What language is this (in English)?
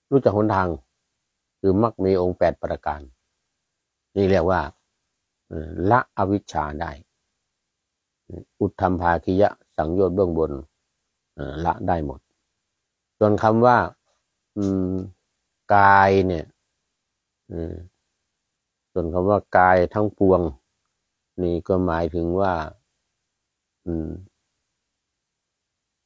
Thai